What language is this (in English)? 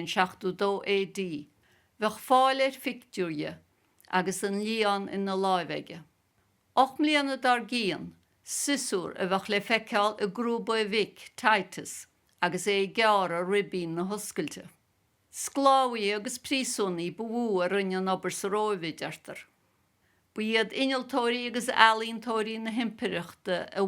Irish